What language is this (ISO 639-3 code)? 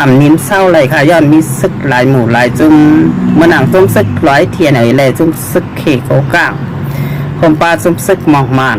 shn